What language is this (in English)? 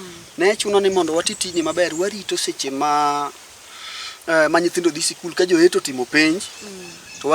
Luo (Kenya and Tanzania)